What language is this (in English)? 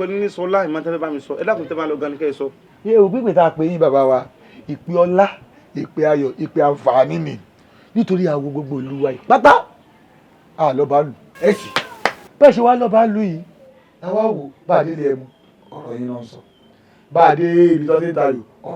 Yoruba